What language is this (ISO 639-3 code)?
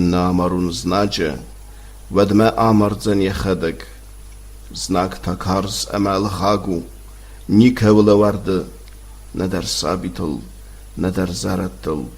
oss